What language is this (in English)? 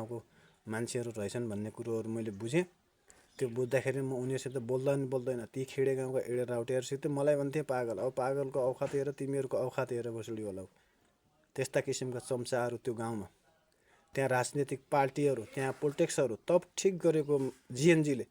Nepali